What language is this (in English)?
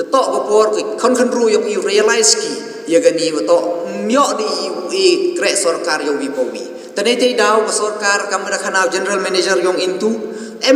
Khasi